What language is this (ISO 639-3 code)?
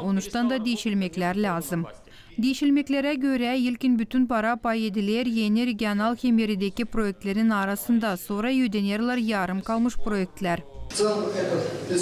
gag